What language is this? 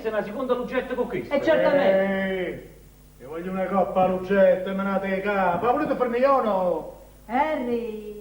Neapolitan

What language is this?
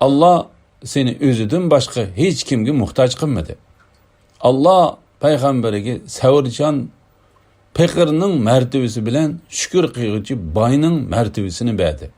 Uyghur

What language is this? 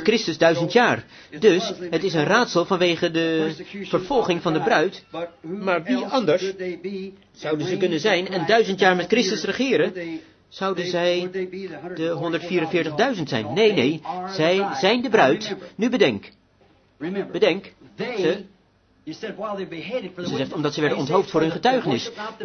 Dutch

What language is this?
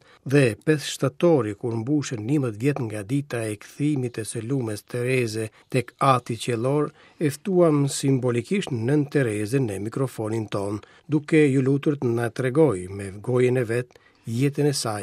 Albanian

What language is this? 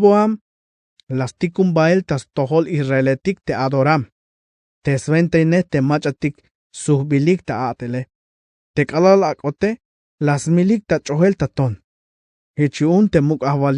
Tzeltal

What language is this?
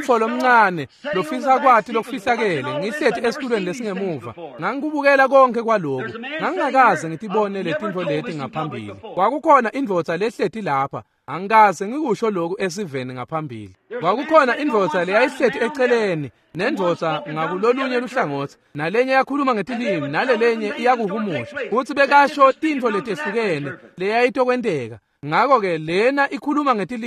Swati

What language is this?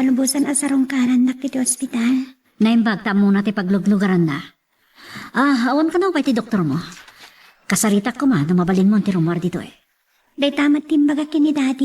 Iloko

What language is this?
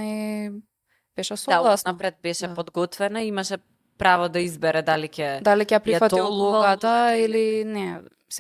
Macedonian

